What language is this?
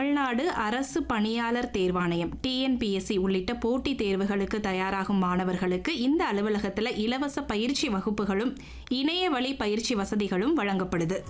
Tamil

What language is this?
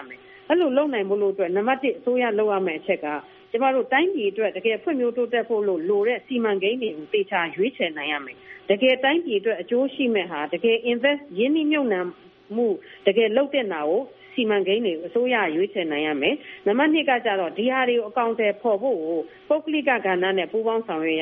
Burmese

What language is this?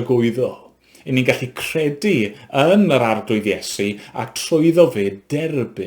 Welsh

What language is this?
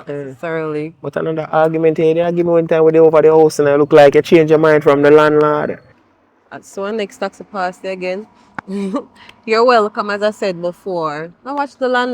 Jamaican Creole English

